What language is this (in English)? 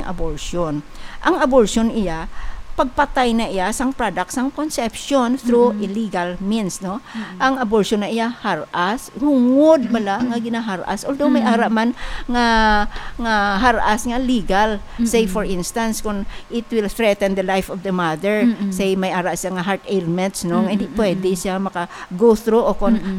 Hiligaynon